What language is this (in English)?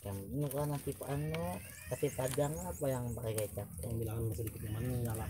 Banjar